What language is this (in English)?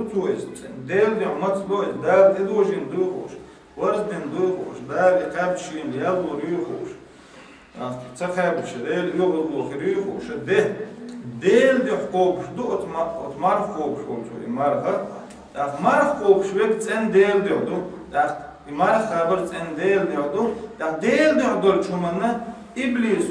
Chechen